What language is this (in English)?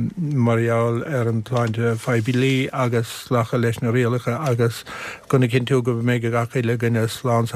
Irish